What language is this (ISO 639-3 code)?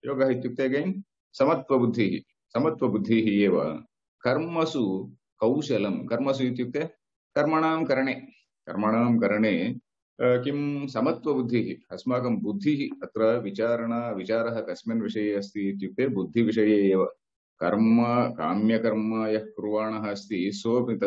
san